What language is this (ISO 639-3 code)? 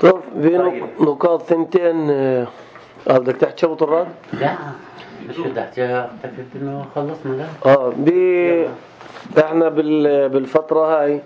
apc